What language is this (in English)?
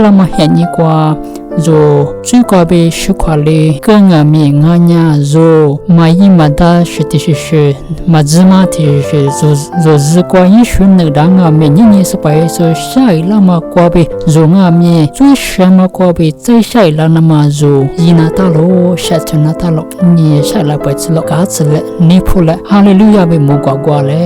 Lisu